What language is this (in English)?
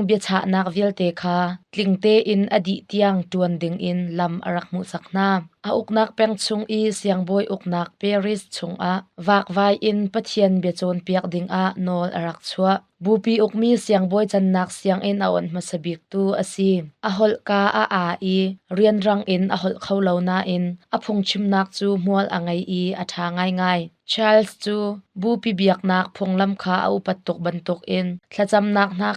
Hakha Chin